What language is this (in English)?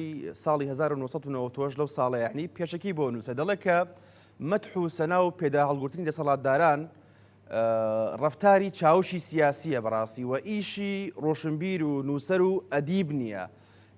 Central Kurdish